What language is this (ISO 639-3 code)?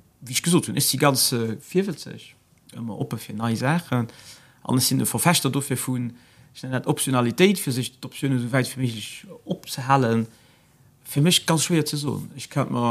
ltz